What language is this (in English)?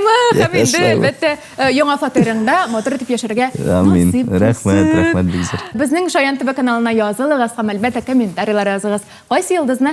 Tatar